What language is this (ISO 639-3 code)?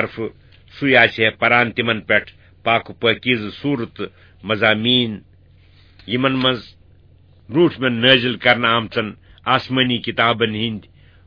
kas